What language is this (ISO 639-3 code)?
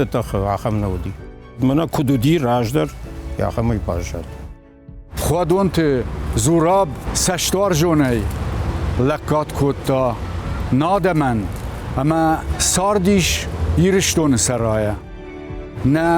oss